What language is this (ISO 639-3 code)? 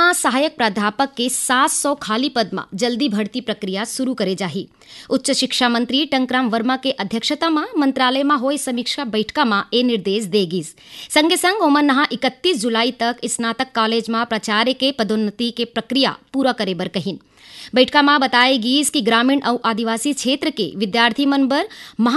hne